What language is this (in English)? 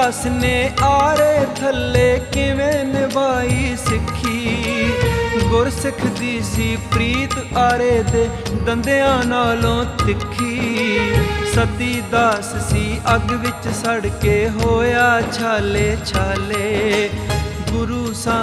Punjabi